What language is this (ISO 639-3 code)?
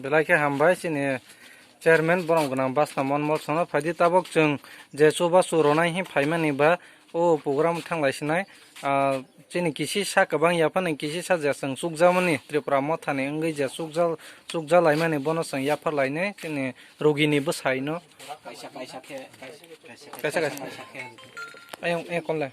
trp